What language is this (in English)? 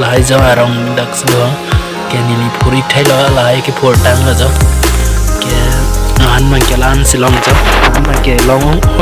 Karbi